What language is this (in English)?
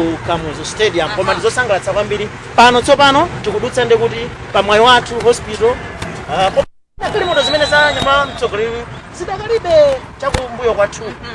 Nyanja